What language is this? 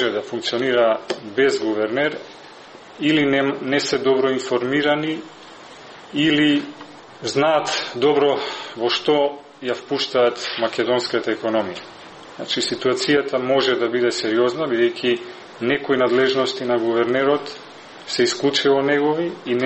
Macedonian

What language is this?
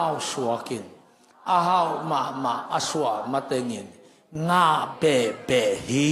Tedim Chin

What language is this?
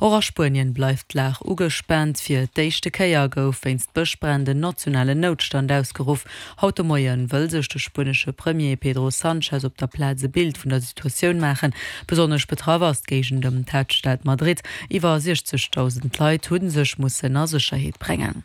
Luxembourgish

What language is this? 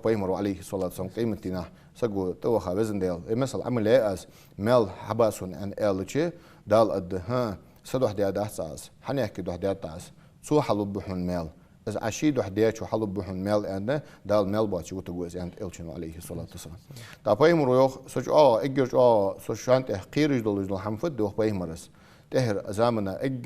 Ingush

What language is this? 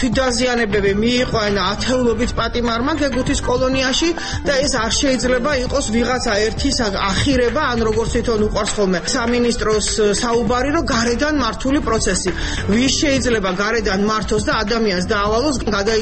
Georgian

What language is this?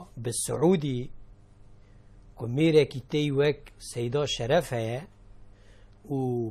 Persian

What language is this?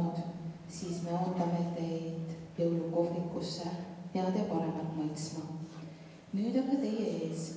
Estonian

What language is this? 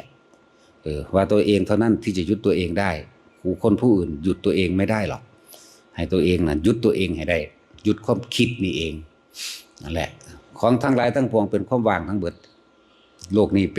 Northeastern Thai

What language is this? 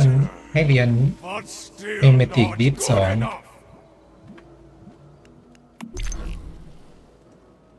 Thai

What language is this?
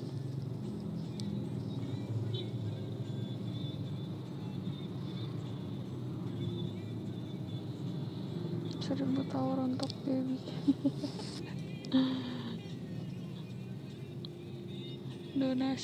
Indonesian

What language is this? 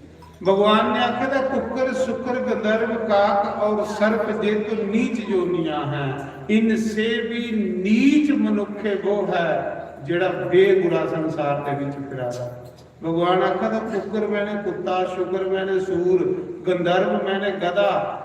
Dogri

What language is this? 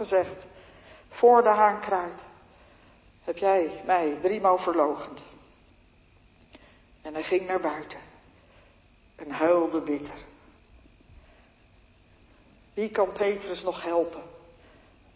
Dutch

